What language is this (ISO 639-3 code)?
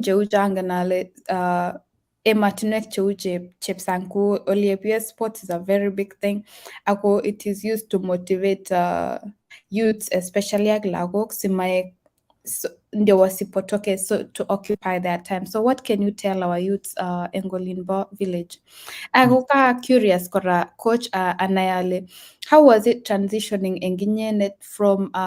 kln